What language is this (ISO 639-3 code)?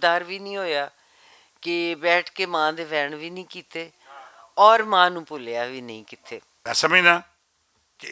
lah